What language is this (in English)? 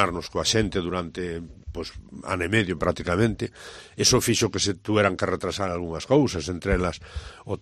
Galician